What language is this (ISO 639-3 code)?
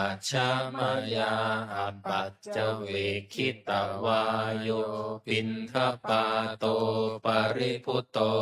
pli